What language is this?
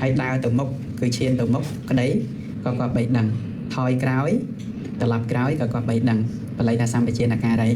Khmer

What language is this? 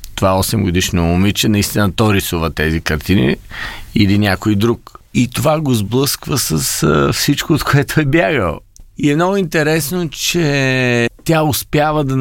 Bulgarian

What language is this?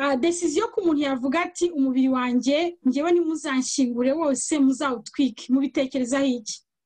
Kinyarwanda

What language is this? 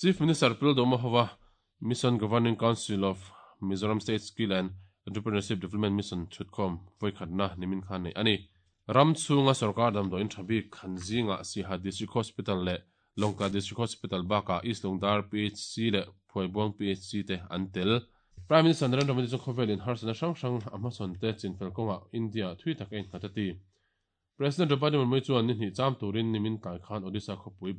Mizo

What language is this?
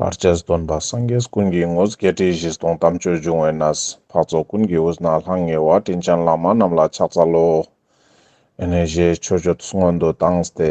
Ladakhi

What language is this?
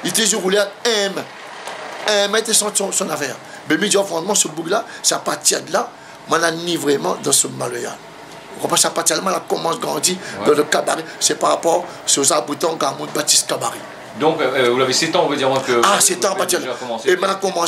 Réunion Creole French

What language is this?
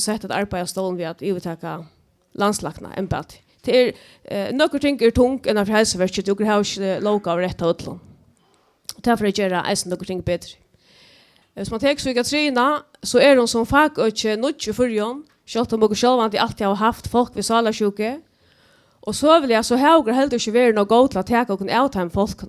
Faroese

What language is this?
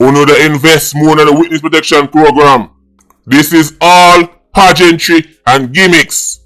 Jamaican Creole English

